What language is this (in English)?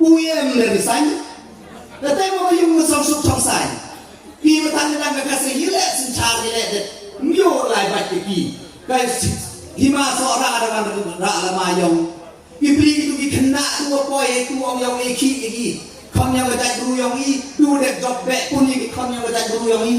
Khasi